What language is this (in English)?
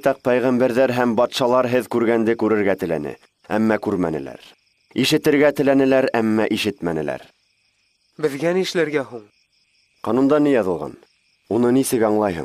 Bashkir